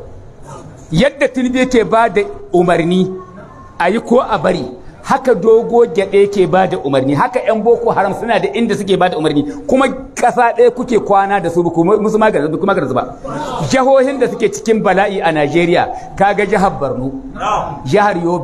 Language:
Hausa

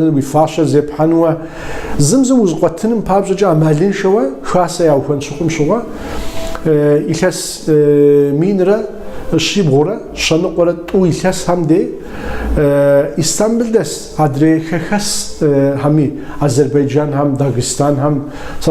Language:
Kabardian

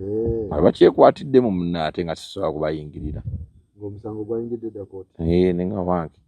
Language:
Ganda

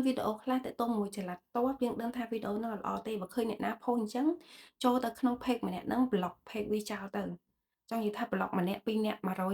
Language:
Khmer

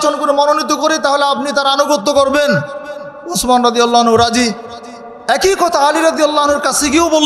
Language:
Bangla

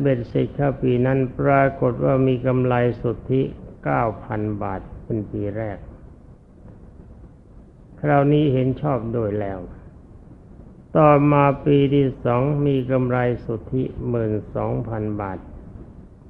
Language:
Thai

